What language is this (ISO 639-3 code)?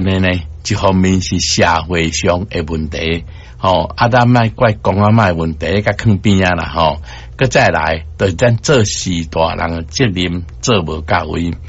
nan